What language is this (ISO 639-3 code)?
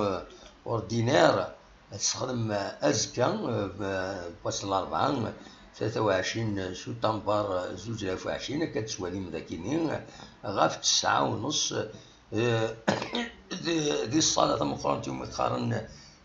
kab